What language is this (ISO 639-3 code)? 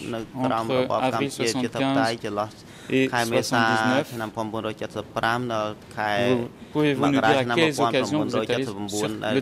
fra